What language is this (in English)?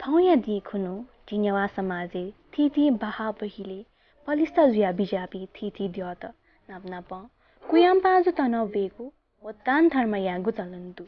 Newari